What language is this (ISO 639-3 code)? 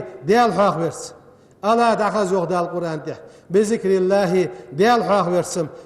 inh